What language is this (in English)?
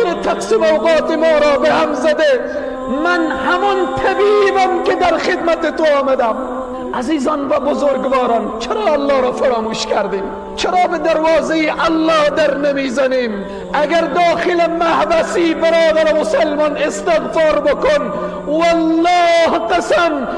Persian